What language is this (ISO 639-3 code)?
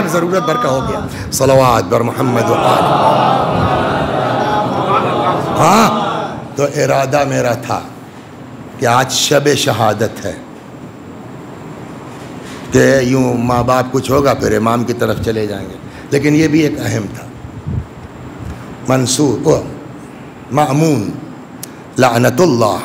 urd